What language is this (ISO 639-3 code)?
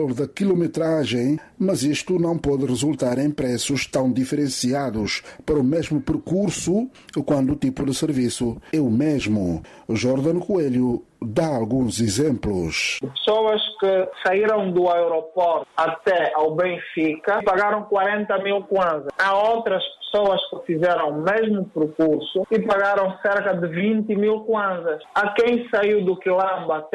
por